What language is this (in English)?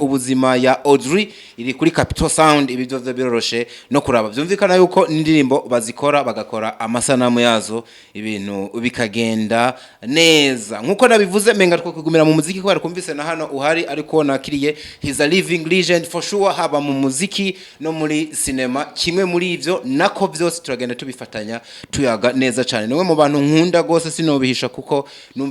Rundi